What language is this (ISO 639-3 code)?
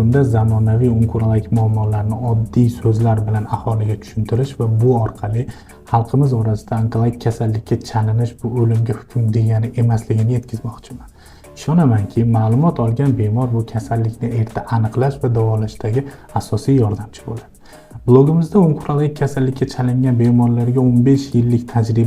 uzb